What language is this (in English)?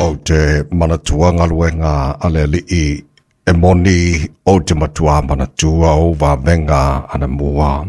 Samoan